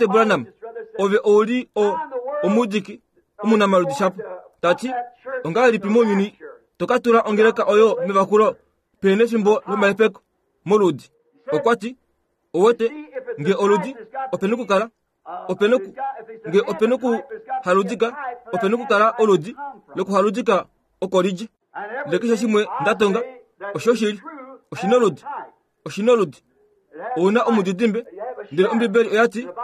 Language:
Kuanyama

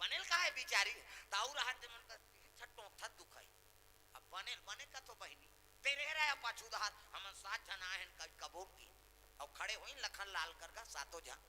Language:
Chhattisgarhi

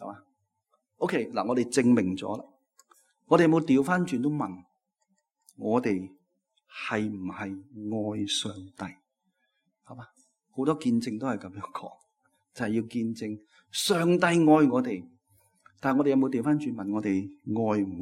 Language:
Cantonese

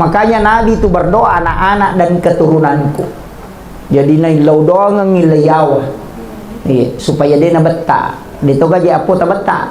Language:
Buginese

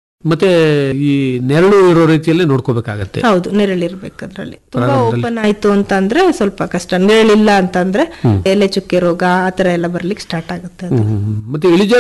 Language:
Kannada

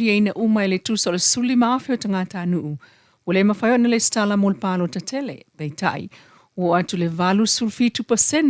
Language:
Samoan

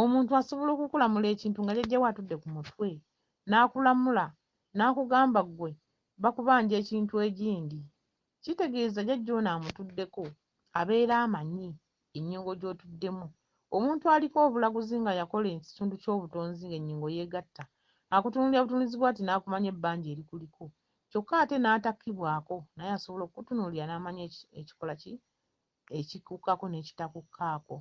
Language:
Ganda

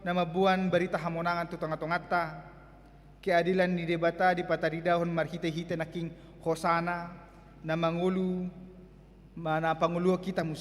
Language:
Batak Toba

